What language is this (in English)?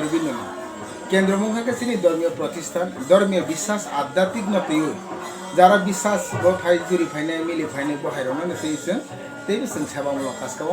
Kok Borok